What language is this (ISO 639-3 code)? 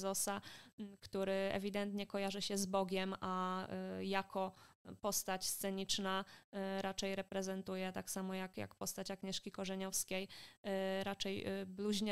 pol